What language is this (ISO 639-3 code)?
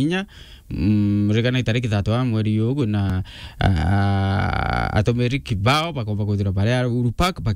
mer